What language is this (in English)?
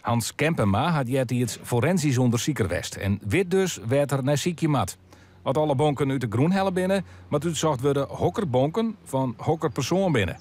Western Frisian